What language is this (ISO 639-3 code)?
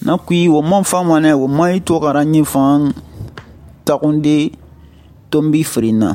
sus